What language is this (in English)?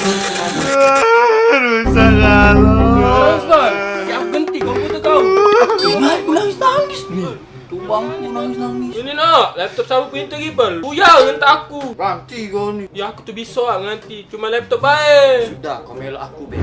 Musi